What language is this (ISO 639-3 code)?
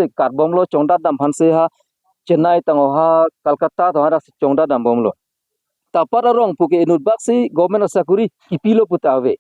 mjw